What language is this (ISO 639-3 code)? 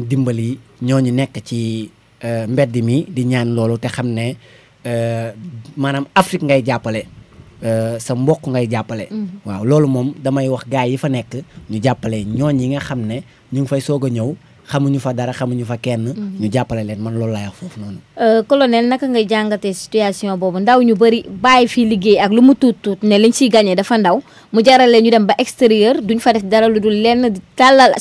wol